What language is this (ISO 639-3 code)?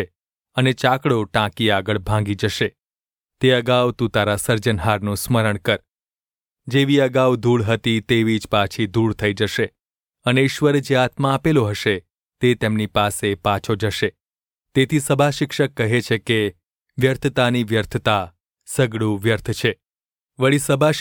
guj